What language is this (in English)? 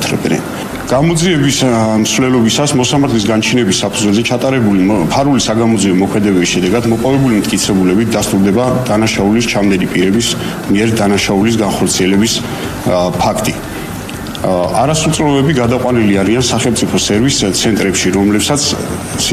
Georgian